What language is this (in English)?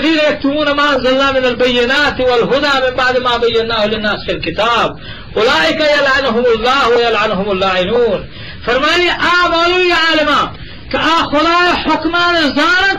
Eastern Balochi